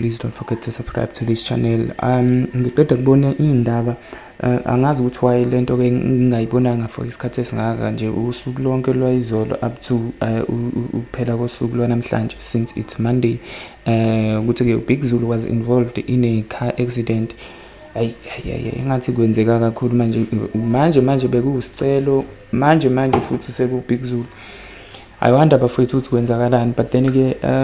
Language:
Zulu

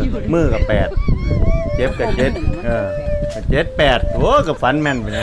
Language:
Lao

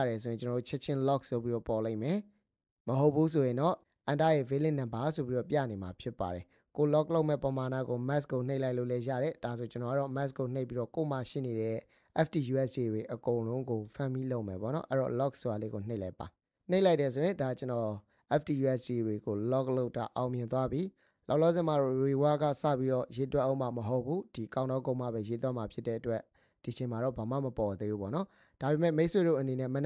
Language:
Burmese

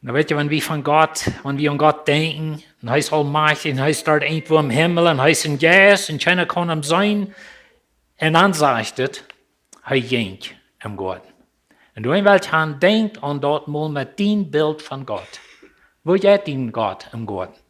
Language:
Plautdietsch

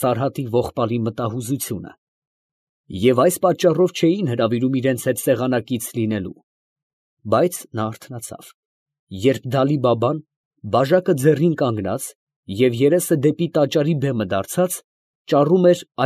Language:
Armenian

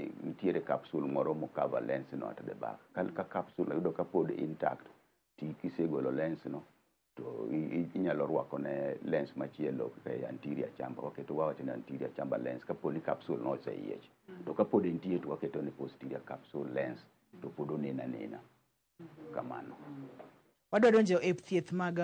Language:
Luo (Kenya and Tanzania)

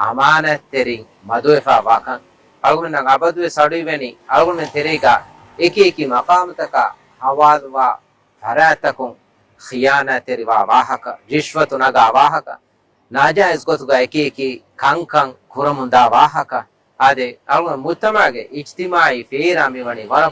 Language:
Divehi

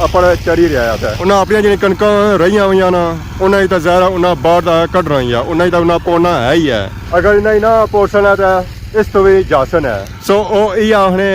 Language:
Pahari-Potwari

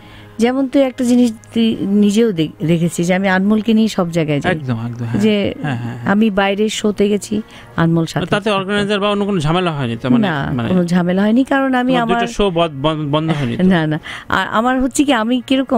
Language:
Bangla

